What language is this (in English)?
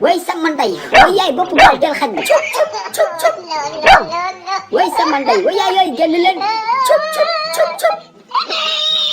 Wolof